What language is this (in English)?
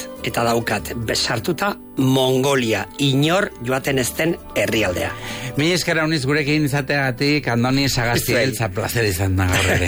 Basque